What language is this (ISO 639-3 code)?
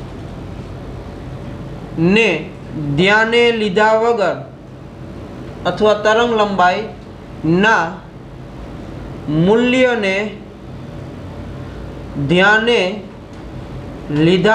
guj